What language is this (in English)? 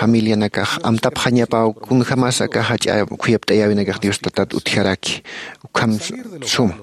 Aymara